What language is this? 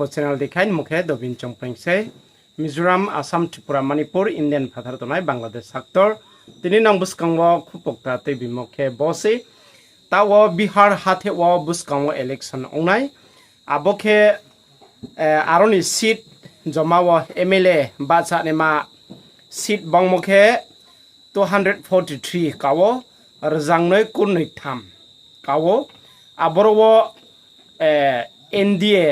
Riang (India)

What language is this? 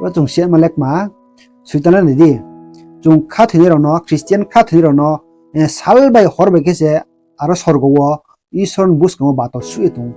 Riang (India)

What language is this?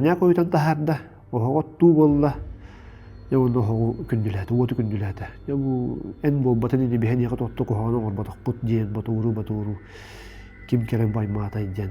Yakut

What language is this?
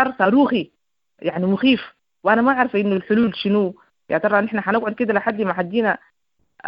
Sudanese Arabic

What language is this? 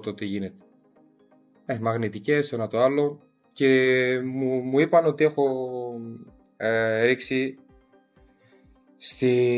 Greek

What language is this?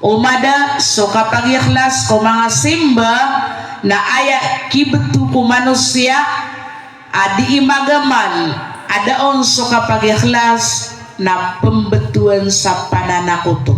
Maranao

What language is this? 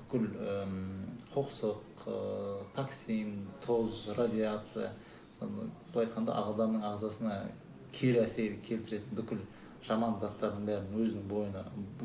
Kazakh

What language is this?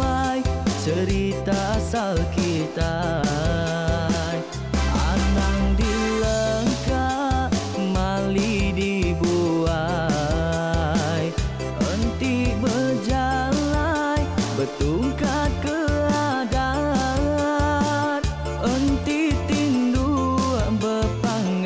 Iban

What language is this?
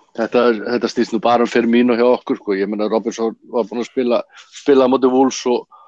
Icelandic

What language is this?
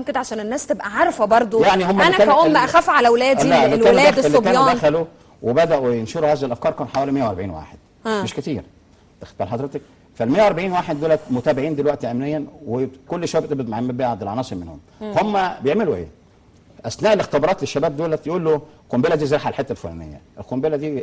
Egyptian Arabic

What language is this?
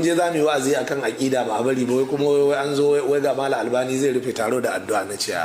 Hausa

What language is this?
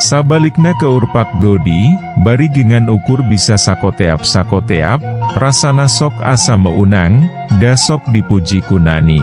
Sundanese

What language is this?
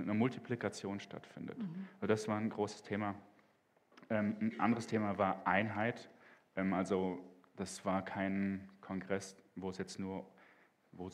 Swiss German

